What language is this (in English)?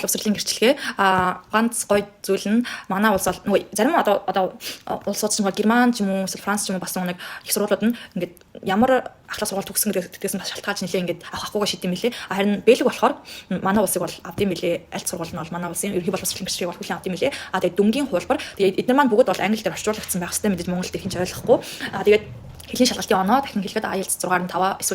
Mongolian